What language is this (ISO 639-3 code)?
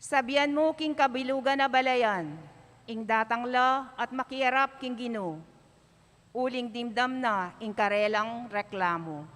pam